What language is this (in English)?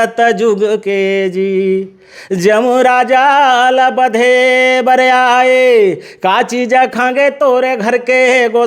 Chhattisgarhi